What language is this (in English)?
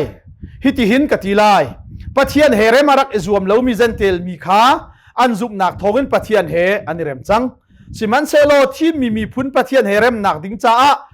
Hakha Chin